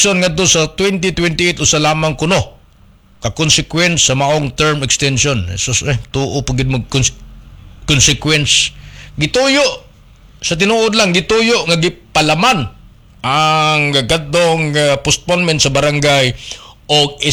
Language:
Cebuano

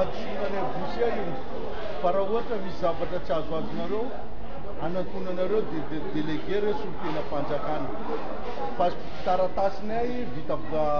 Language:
Malagasy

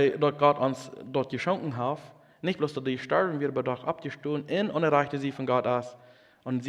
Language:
Plautdietsch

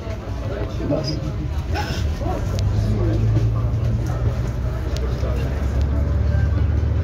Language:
German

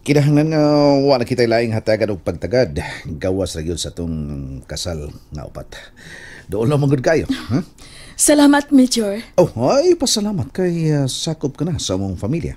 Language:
Cebuano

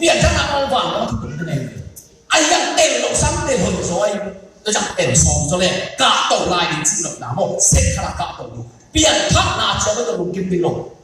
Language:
Tedim Chin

